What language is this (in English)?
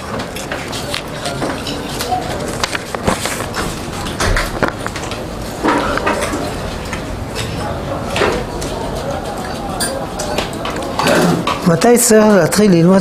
Hebrew